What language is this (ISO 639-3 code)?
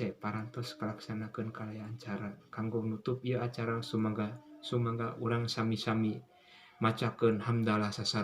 sun